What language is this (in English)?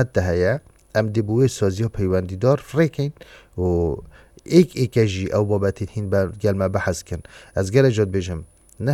Kurdish